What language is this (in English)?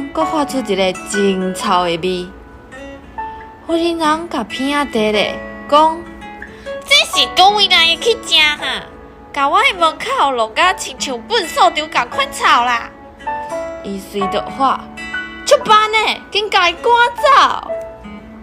Min Nan Chinese